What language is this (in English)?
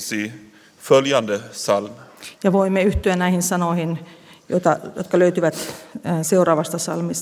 Swedish